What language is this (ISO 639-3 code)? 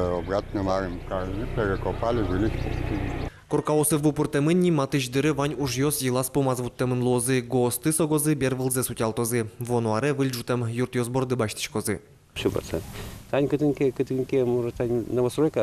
udm